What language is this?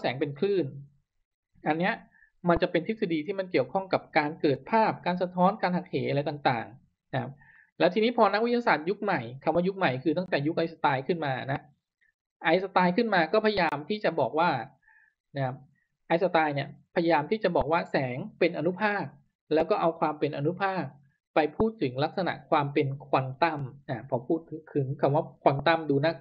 Thai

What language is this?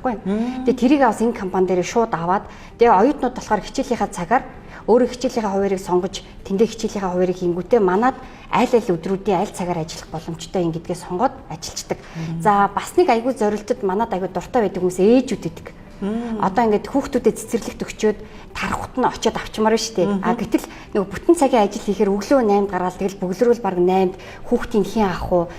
Mongolian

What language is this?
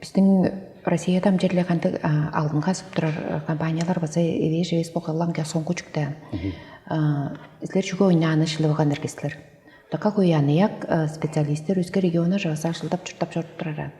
Tuvinian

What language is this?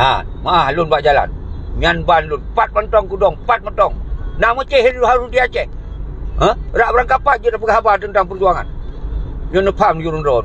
Achinese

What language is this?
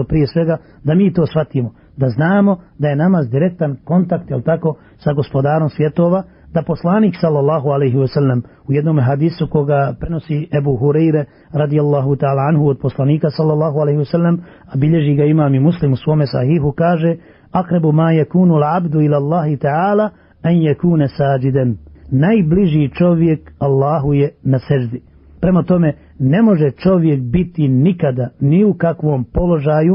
Bosnian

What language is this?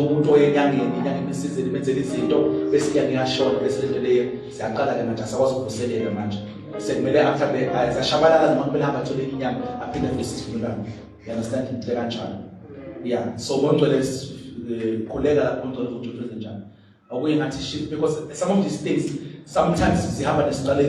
Zulu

